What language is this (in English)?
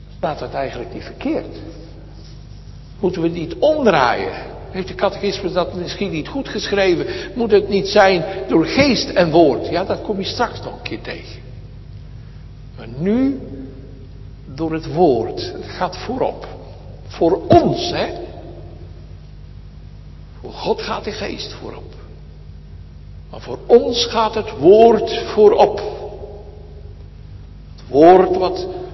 Dutch